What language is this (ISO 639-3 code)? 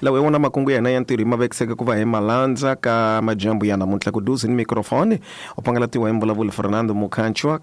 tso